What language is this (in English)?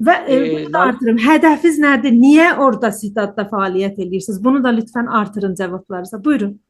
South Azerbaijani